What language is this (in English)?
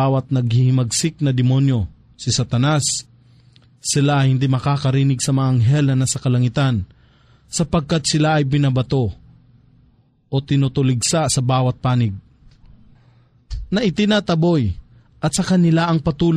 Filipino